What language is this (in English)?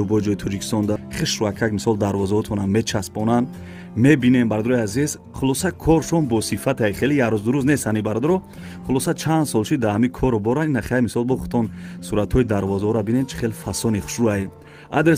Tajik